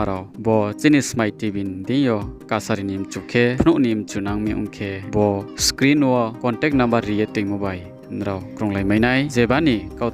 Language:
Riang (India)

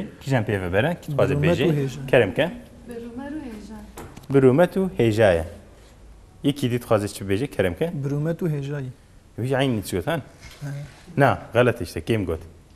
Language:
Kurdish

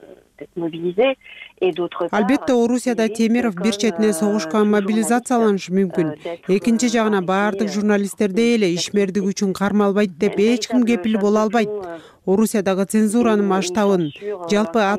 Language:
Kyrgyz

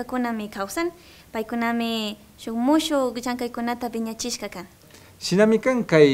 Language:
Imbabura Highland Quichua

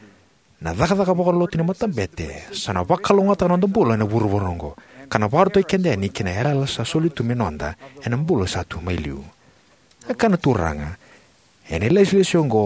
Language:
Fijian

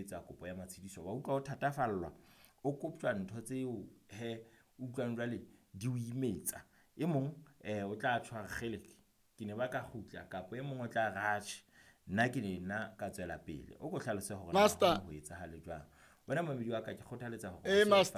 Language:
Southern Sotho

